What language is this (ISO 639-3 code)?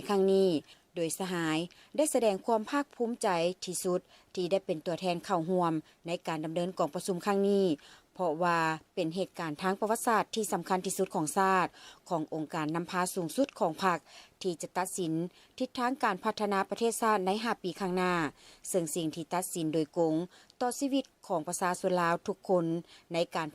lao